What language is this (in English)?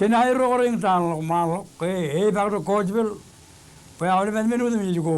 Marshallese